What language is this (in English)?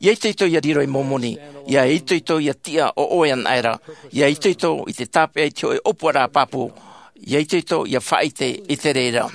Tahitian